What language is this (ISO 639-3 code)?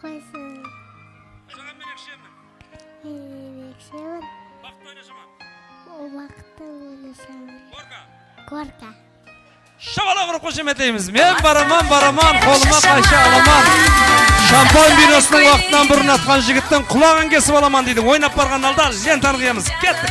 kaa